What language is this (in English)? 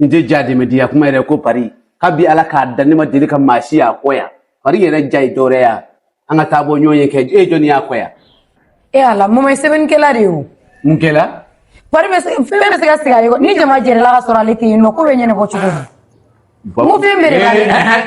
Bambara